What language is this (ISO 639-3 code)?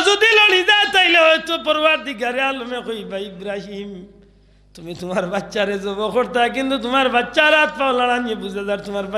syl